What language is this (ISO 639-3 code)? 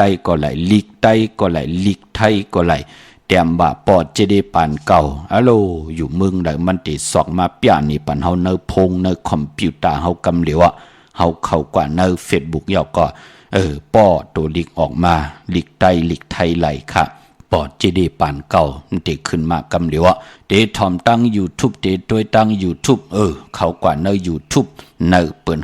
shn